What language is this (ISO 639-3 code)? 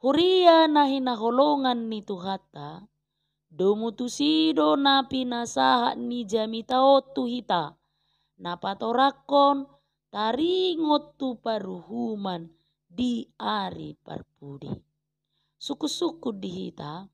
bbc